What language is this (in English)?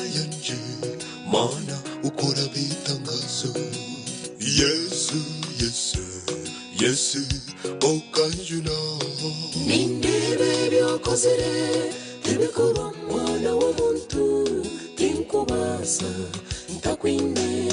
Nyankole